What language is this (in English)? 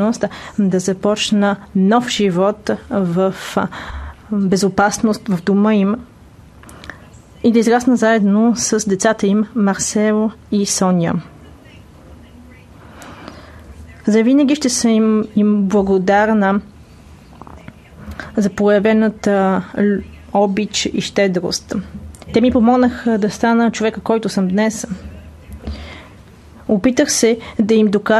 Bulgarian